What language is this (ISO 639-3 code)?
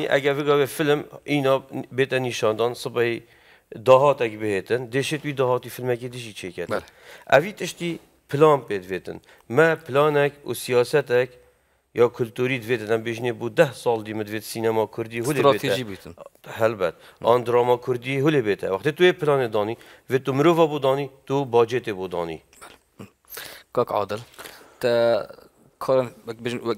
kur